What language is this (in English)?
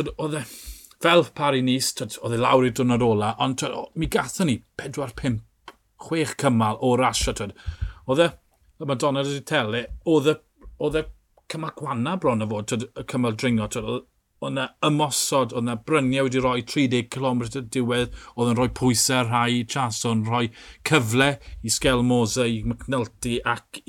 Welsh